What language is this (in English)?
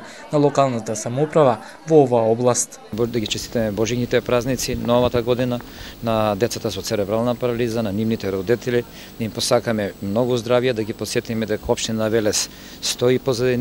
Macedonian